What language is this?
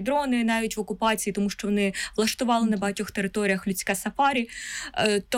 Ukrainian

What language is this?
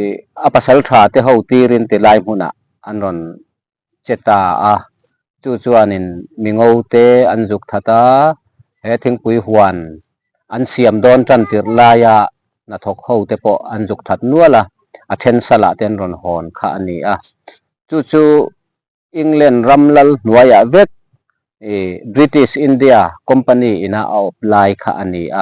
Mizo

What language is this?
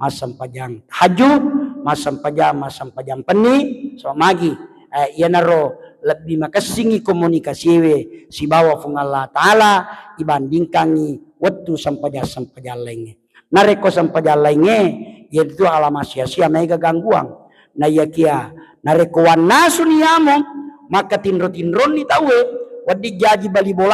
Buginese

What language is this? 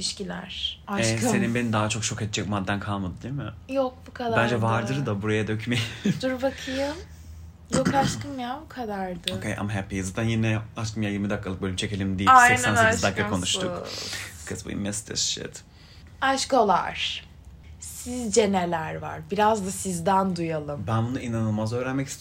Turkish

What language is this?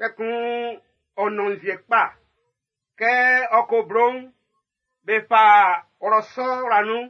Baoulé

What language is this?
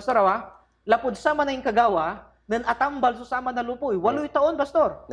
Pangasinan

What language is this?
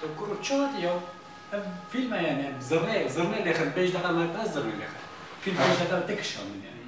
Kurdish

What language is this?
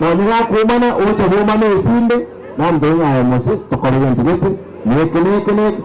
Gusii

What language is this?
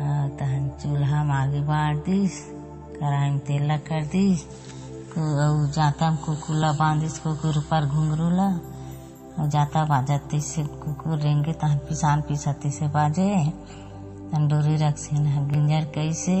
Chhattisgarhi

